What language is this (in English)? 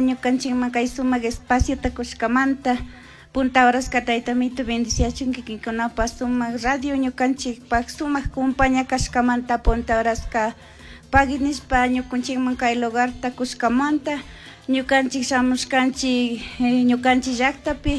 Chimborazo Highland Quichua